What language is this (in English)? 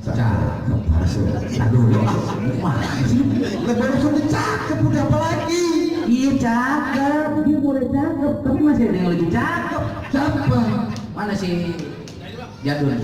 Betawi